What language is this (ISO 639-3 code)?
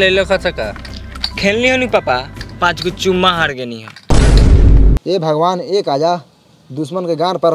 bho